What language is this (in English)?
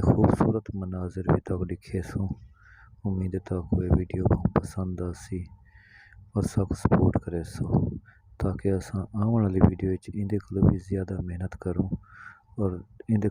Saraiki